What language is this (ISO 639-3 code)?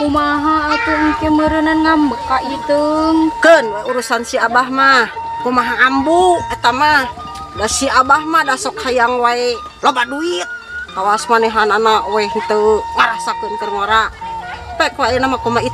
sun